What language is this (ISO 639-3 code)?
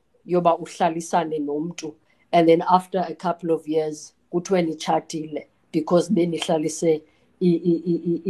xho